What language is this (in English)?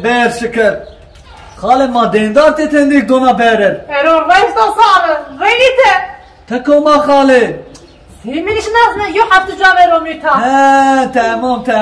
Zaza